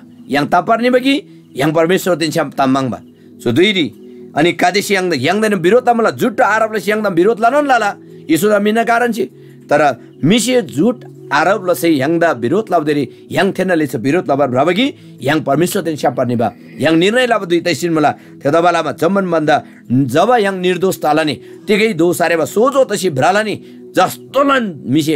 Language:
Eastern Tamang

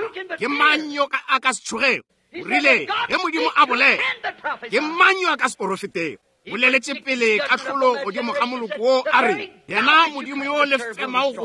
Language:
Northern Sotho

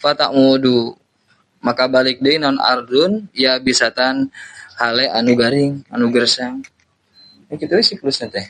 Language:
Sundanese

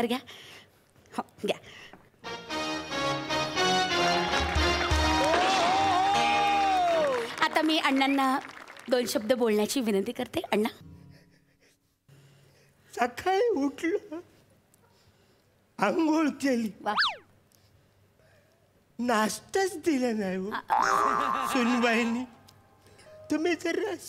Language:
Marathi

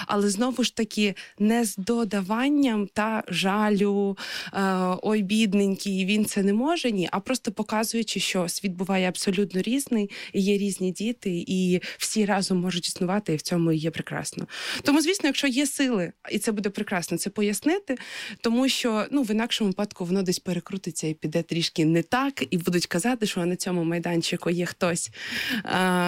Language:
Ukrainian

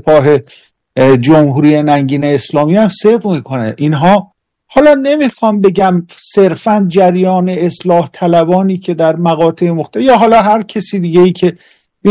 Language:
Persian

